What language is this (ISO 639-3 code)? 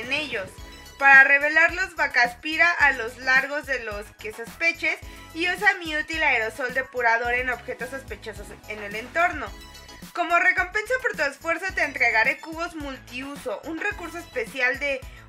spa